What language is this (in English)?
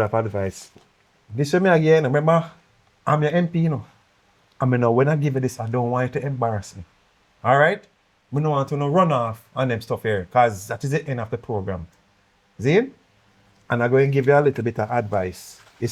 Jamaican Creole English